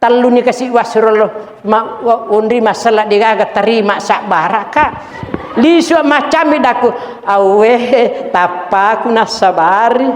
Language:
Buginese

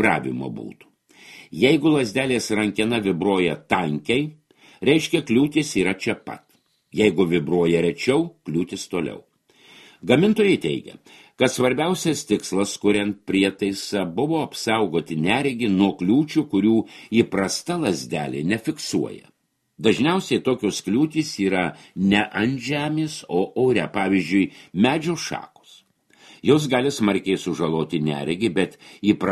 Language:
Lithuanian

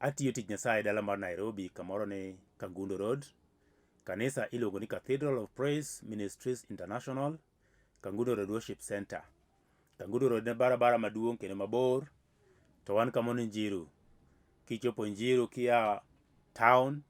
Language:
Luo (Kenya and Tanzania)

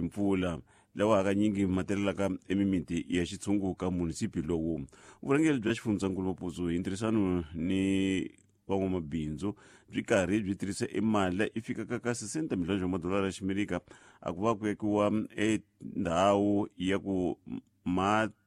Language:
Tsonga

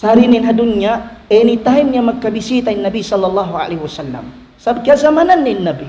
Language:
Tausug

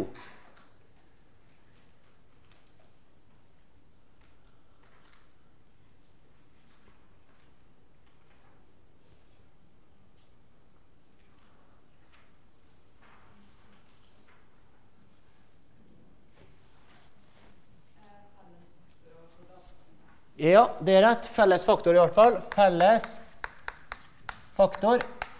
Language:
Norwegian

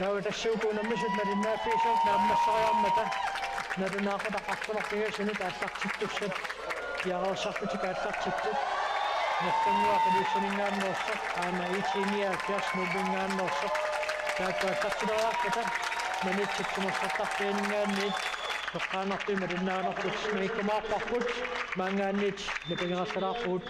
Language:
Kalaallisut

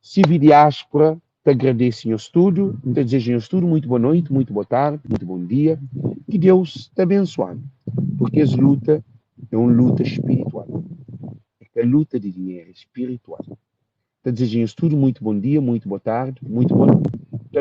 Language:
Kabuverdianu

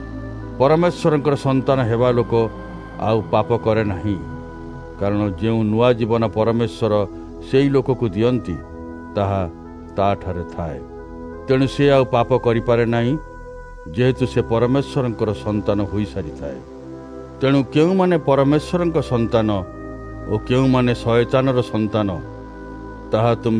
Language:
Odia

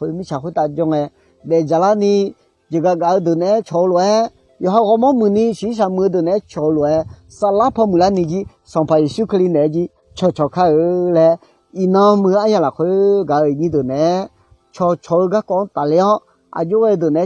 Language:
Akha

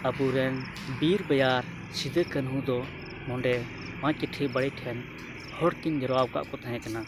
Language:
Santali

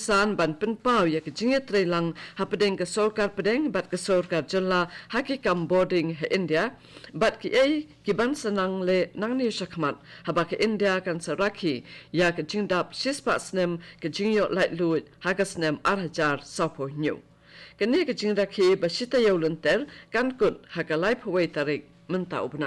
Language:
Khasi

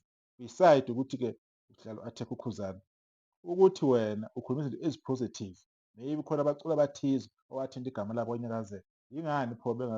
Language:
Zulu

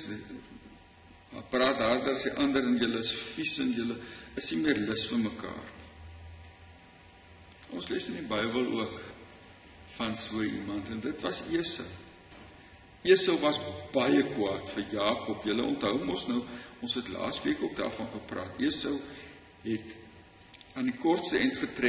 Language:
Afrikaans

